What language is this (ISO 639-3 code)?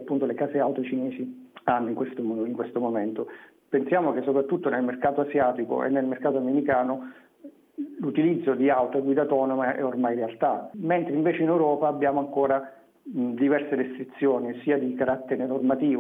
ita